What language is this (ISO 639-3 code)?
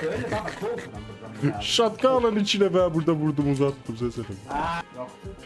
azb